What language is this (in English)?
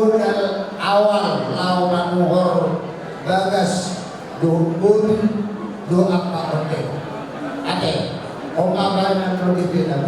Batak Toba